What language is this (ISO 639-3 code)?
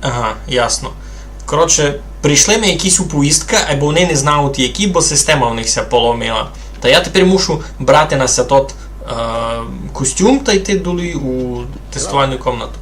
rue